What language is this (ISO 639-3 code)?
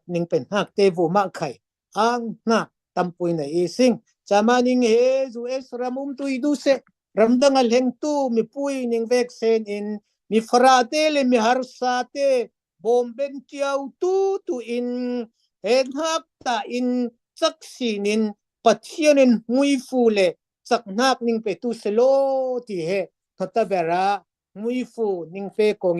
cfm